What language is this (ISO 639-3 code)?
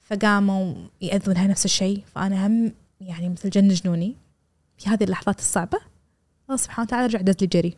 afb